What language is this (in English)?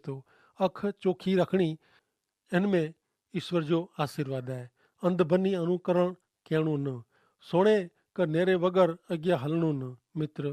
Kachhi